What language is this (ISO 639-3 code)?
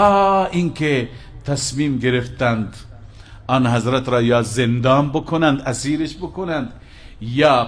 fas